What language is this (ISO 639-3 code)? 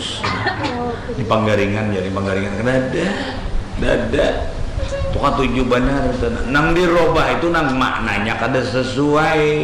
bjn